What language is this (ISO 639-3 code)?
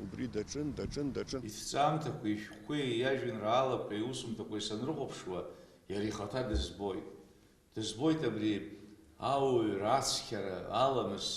abk